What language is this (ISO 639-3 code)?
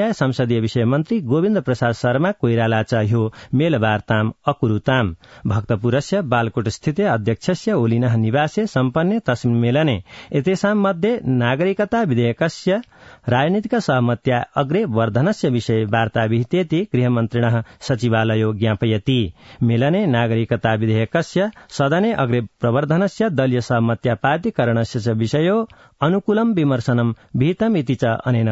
san